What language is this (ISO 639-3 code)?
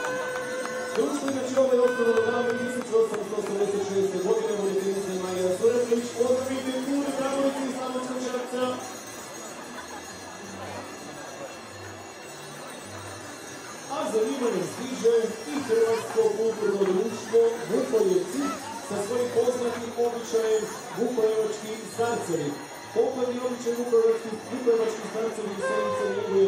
hrv